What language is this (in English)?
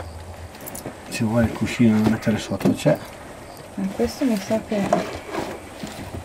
Italian